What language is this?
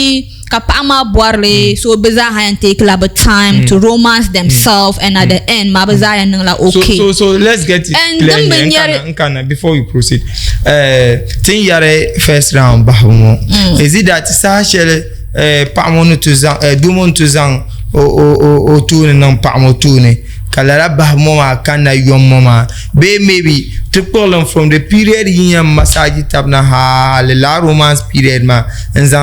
Dagbani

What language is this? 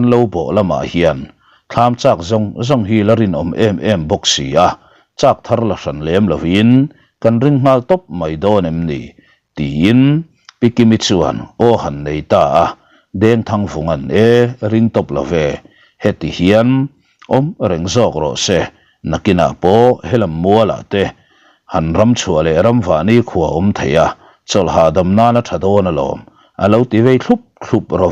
Mizo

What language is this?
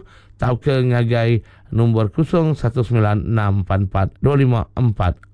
Iban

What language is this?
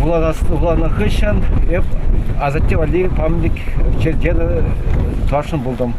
Chuvash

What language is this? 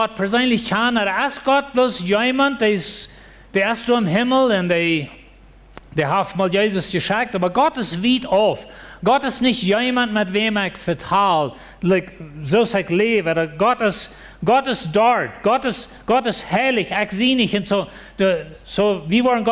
Plautdietsch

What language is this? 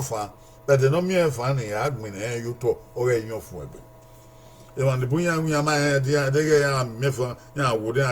Bini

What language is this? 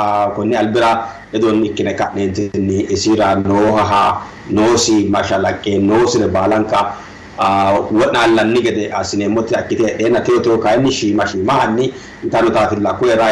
Sidamo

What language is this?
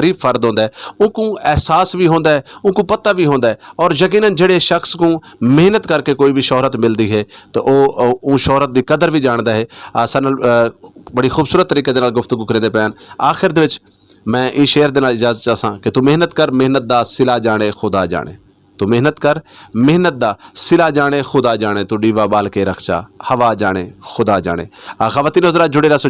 Saraiki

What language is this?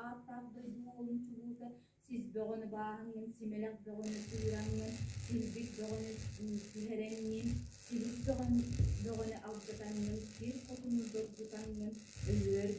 Yakut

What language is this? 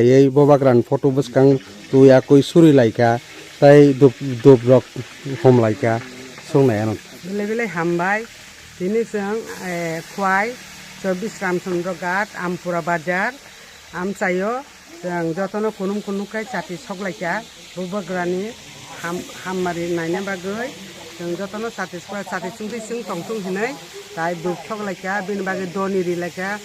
Kok Borok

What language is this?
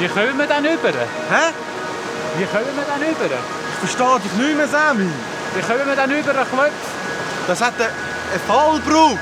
Swiss German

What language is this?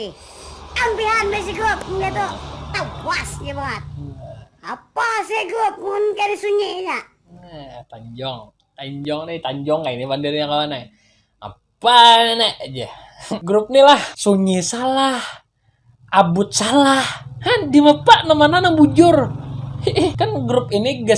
Banjar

